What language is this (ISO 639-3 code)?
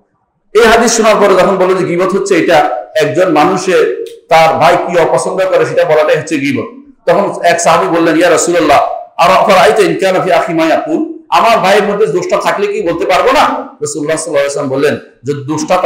ben